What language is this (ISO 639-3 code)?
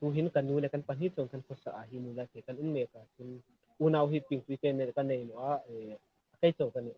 hmr